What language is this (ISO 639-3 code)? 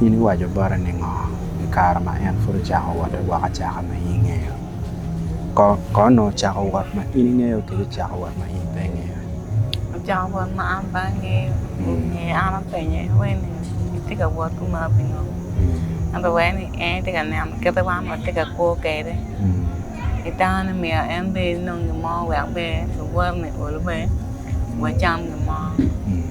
ach